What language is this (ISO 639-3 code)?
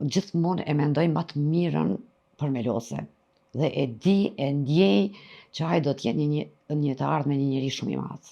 sqi